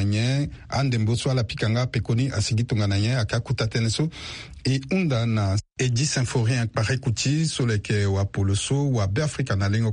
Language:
Sango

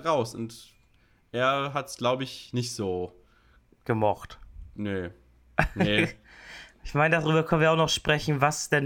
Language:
German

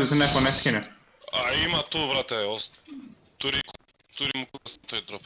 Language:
Macedonian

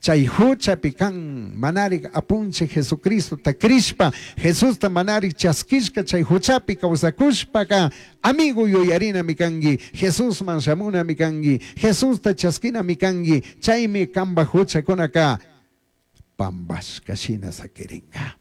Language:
Chimborazo Highland Quichua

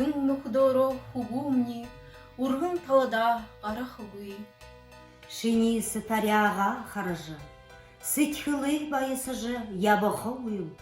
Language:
Buriat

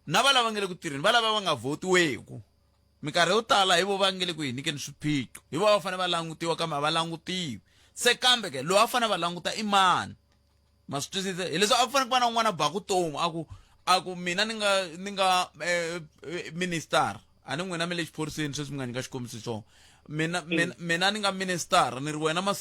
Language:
Tsonga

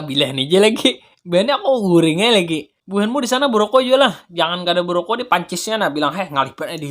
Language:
Banjar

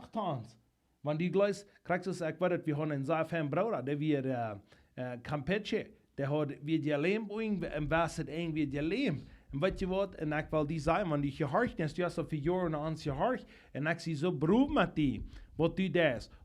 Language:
Plautdietsch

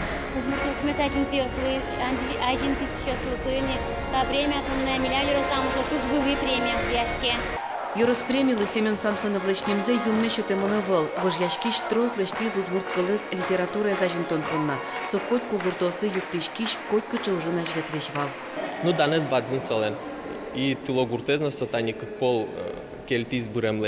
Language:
Udmurt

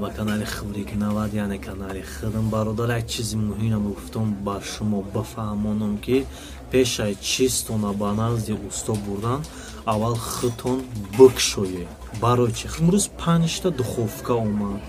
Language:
Tajik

